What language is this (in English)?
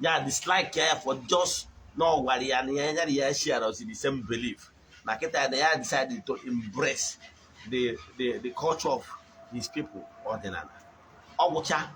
Igbo